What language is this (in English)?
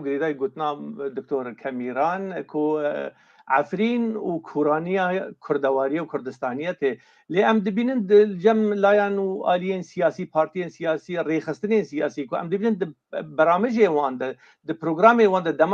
Kurdish